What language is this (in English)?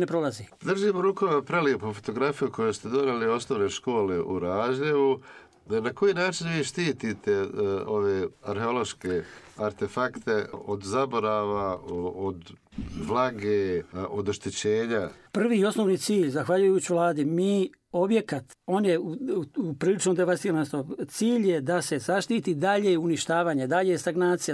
Bosnian